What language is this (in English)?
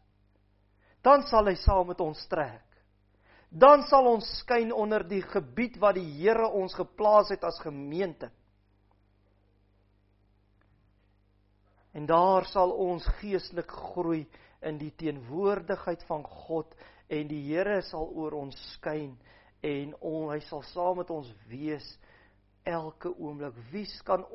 Afrikaans